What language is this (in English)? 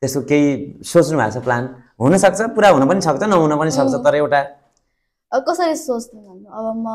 Nepali